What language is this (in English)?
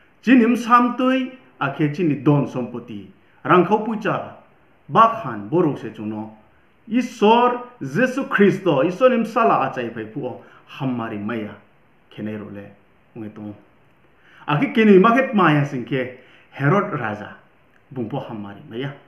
Riang (India)